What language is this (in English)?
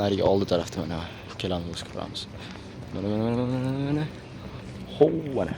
Uzbek